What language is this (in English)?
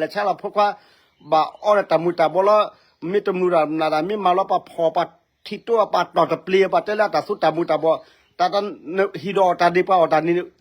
S'gaw Karen